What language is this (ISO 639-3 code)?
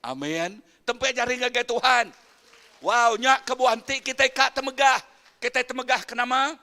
iba